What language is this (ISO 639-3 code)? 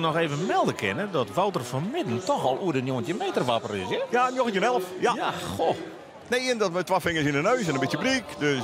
fry